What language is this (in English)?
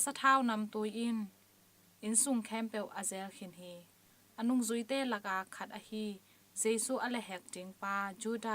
Tedim Chin